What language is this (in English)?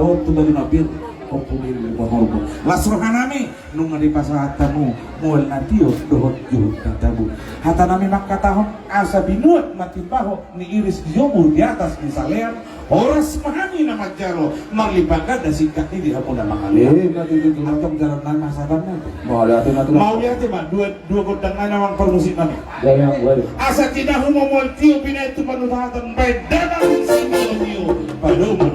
Batak Toba